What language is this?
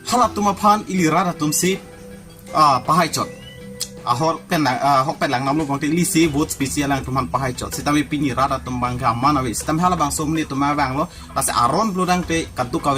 Karbi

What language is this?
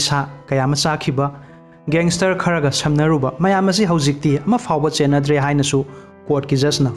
Manipuri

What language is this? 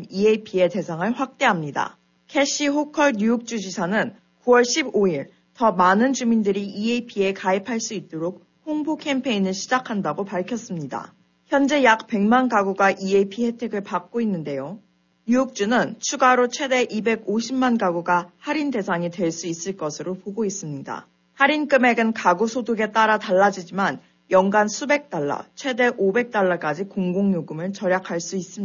Korean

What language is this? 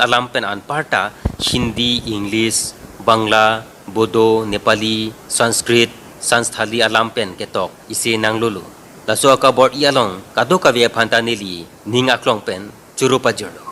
Karbi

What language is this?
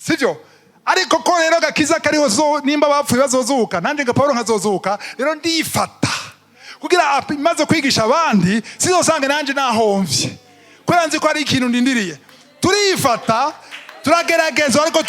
Rundi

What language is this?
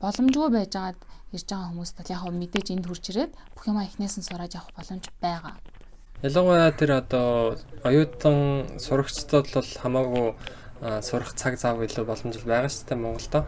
Mongolian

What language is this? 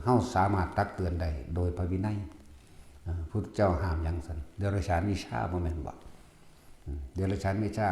Northeastern Thai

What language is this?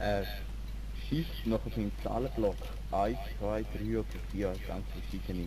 Swiss German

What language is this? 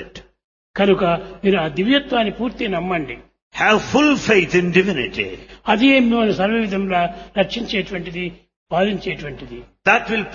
Telugu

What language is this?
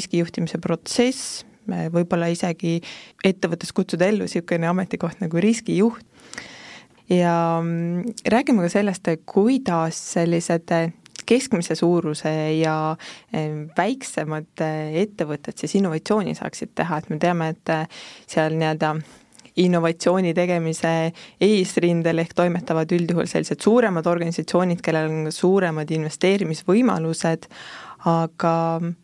Estonian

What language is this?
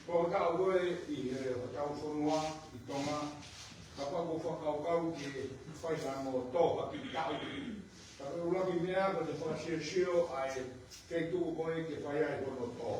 Tongan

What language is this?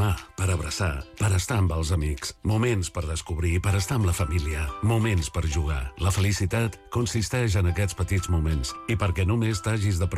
Catalan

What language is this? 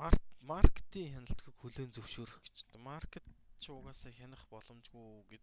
Mongolian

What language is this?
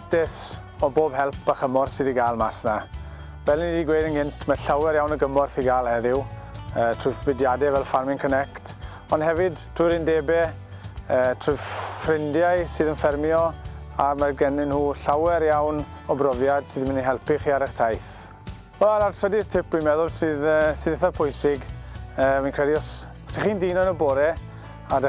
Welsh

